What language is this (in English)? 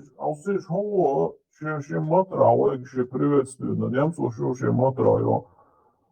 Chechen